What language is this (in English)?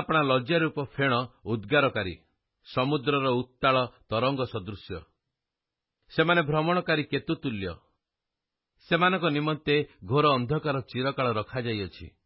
Odia